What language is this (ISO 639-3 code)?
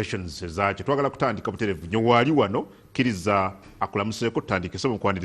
lug